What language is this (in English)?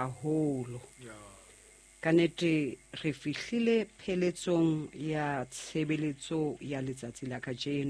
Southern Sotho